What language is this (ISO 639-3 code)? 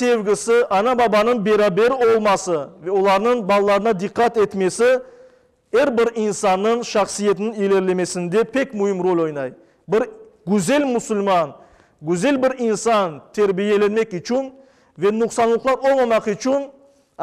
crh